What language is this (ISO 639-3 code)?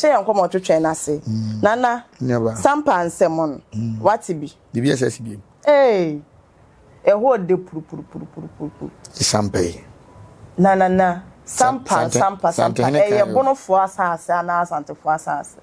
aka